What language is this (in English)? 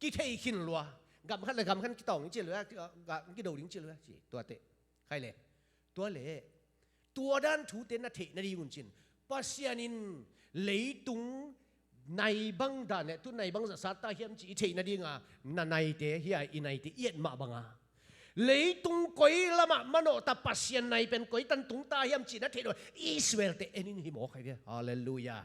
Tedim Chin